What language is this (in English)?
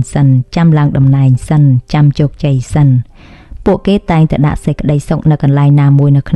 Khmer